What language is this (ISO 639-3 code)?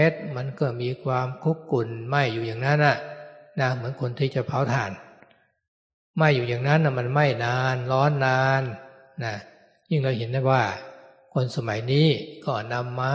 tha